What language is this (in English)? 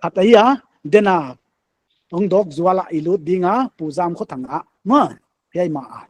Paite Chin